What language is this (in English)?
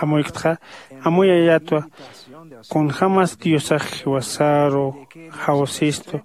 Aymara